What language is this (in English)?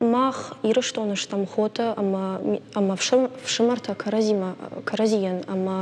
Ossetic